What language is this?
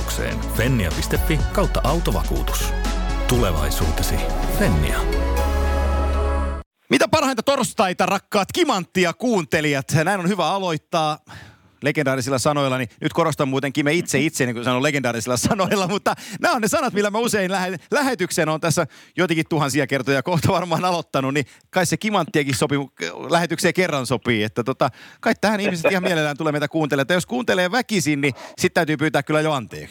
Finnish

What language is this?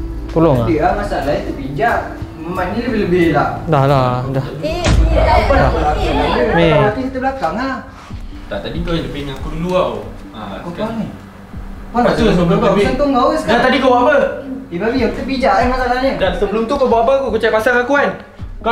Malay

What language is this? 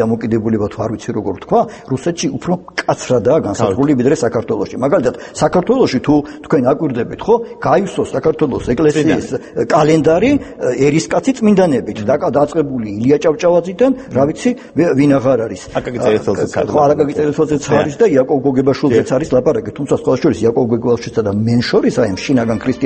Georgian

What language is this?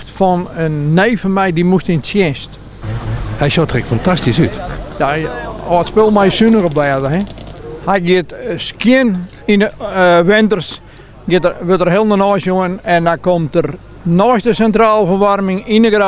Western Frisian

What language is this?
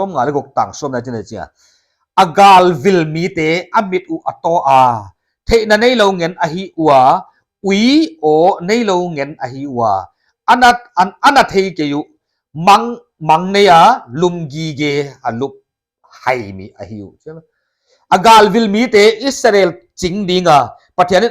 Paite Chin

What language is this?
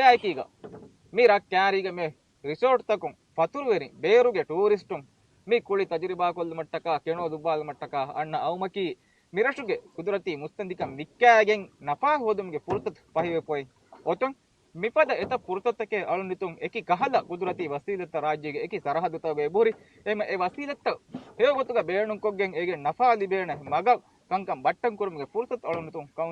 Divehi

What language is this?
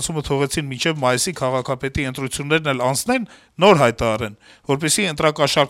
Armenian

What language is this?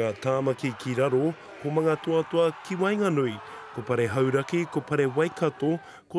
Māori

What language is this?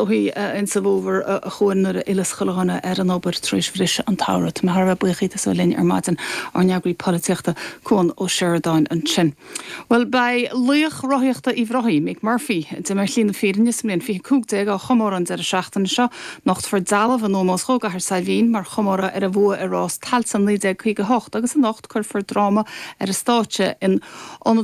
Irish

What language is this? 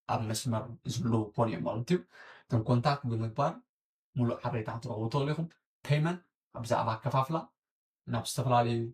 Tigrinya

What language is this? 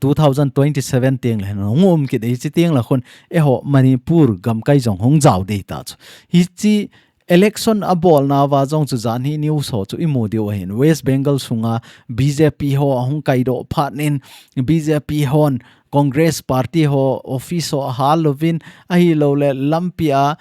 Thado Chin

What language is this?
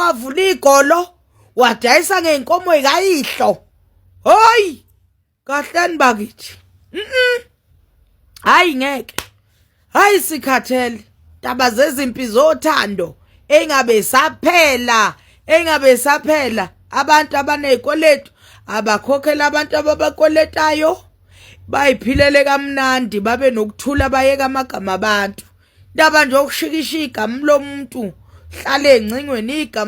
Zulu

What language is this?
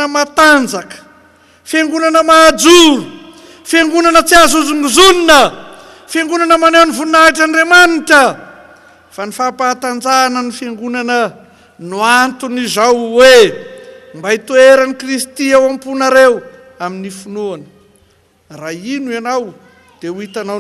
Malagasy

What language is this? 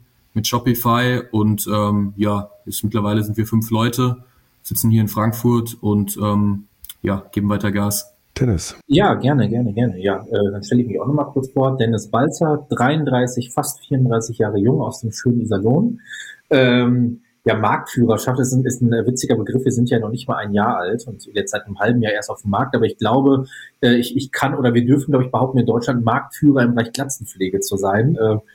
German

